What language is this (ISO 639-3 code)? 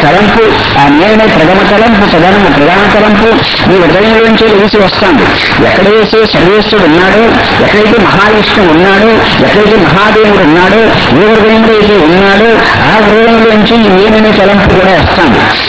tel